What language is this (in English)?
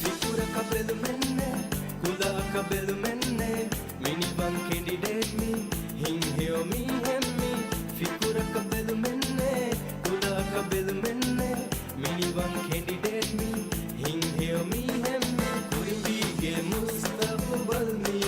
Divehi